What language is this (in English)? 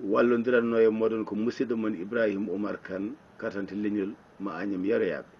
Fula